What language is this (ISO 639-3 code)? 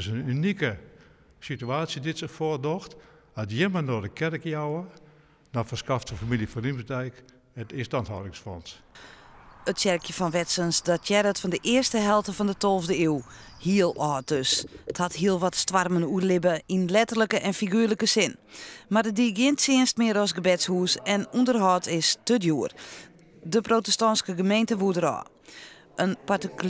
fry